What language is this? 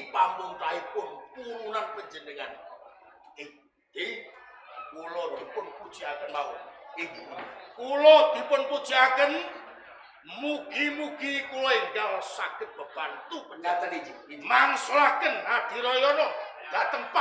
Javanese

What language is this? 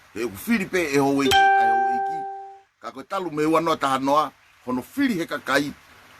Tongan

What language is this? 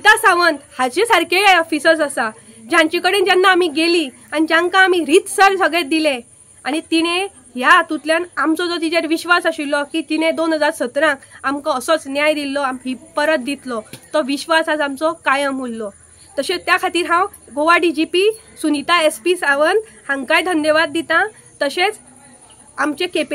Konkani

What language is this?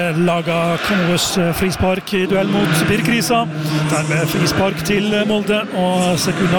Norwegian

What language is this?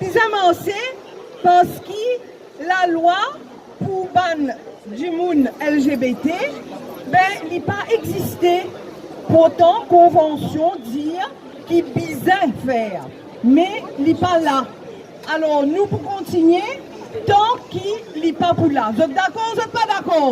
Morisyen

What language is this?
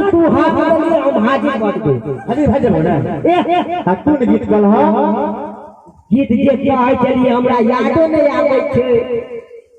Maithili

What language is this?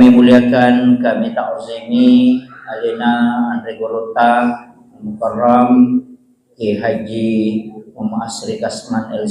Buginese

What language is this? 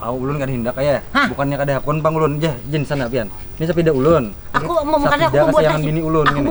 Banjar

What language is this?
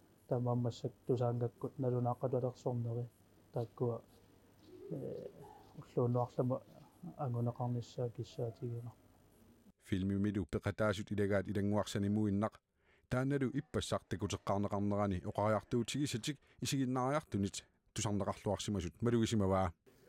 Kalaallisut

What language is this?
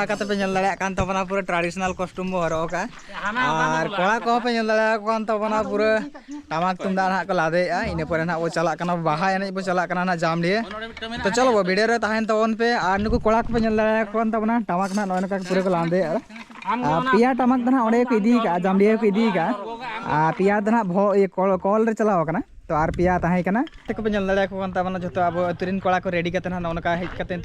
Santali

